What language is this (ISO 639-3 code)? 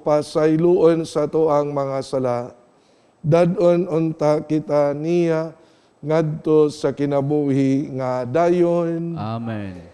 ceb